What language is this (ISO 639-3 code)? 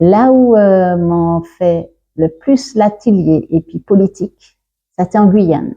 gcf